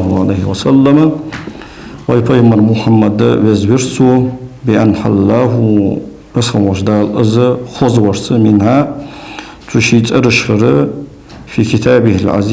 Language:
Ingush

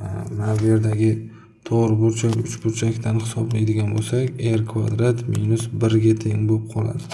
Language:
Uzbek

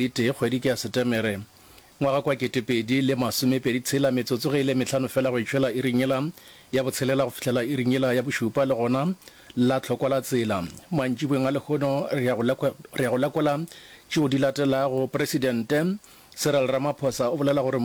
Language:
Northern Sotho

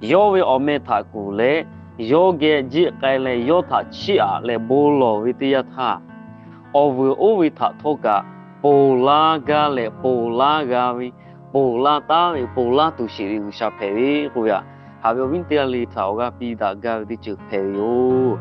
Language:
Lahu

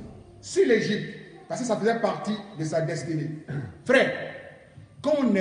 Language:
French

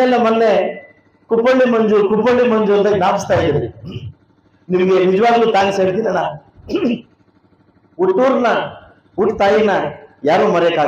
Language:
Kannada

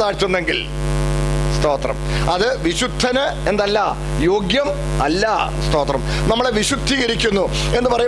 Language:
Malayalam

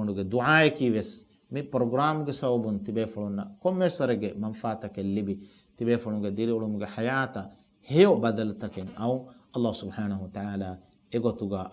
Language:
Divehi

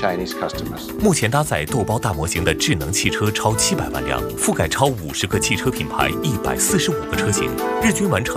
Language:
Chinese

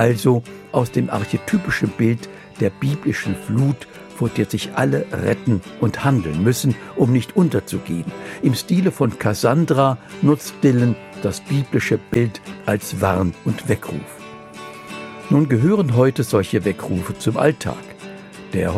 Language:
German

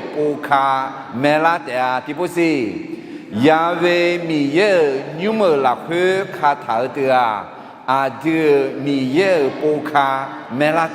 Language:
Akha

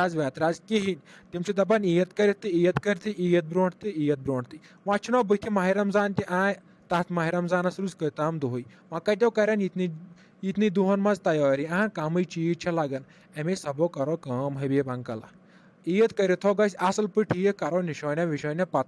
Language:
Kashmiri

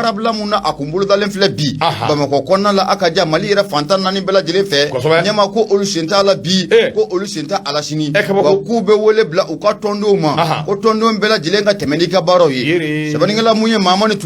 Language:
Bambara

